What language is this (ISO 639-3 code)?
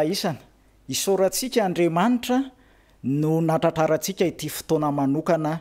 mlg